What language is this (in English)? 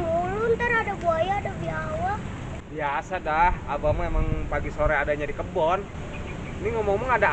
Betawi